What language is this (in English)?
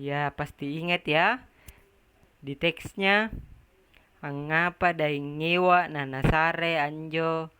Makasar